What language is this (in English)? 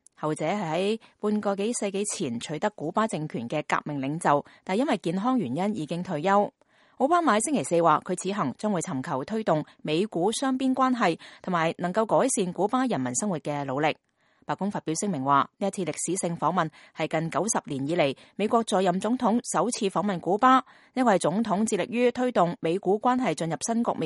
Cantonese